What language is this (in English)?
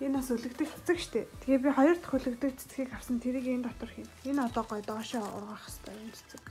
Mongolian